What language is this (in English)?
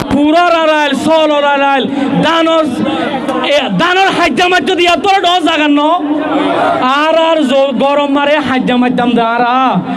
Rohingya